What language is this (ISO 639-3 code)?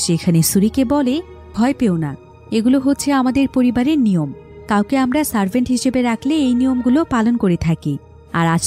ben